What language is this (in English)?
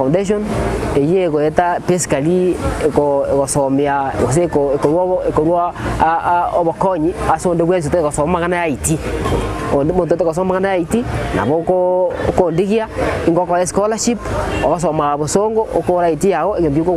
Gusii